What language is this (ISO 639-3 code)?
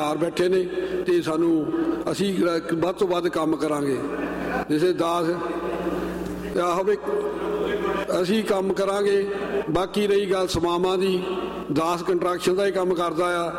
pan